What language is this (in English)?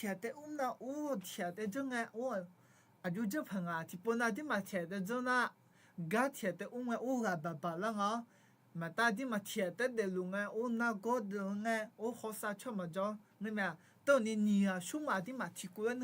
Akha